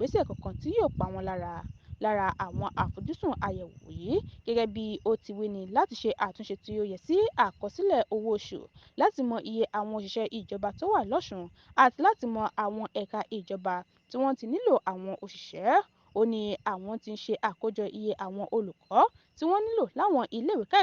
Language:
Yoruba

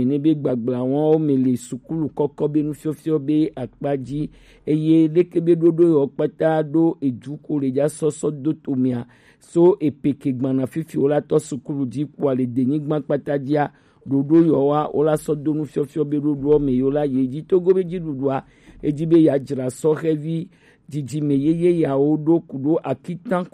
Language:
Gen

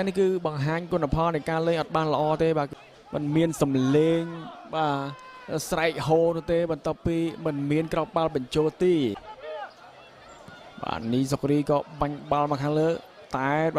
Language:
Khmer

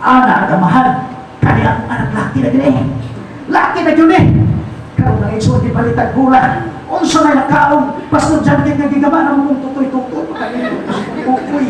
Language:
Cebuano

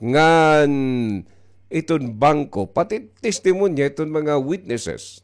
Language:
Waray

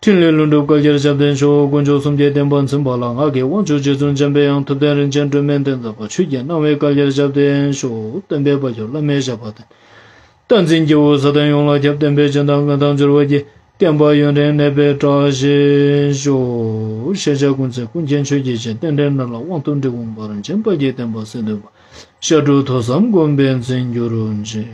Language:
Ladakhi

